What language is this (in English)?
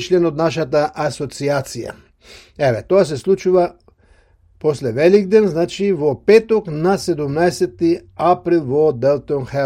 Macedonian